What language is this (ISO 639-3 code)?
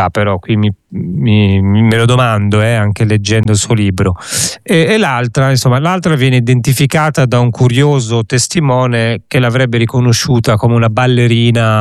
ita